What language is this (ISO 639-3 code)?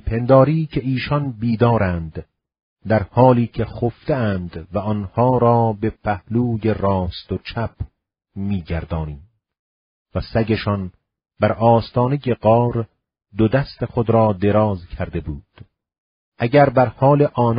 fas